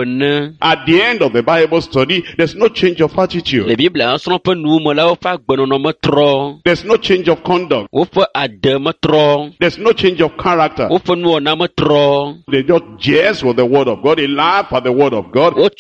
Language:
Ewe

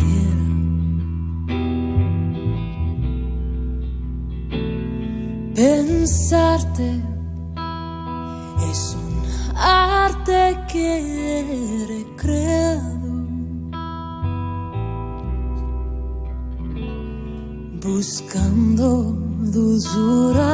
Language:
Spanish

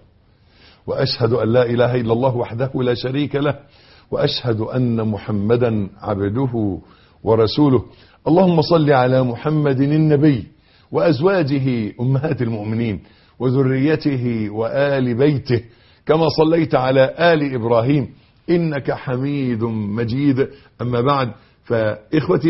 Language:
Arabic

